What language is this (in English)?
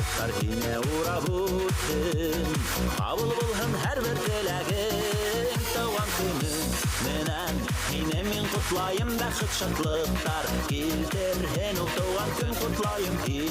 Bashkir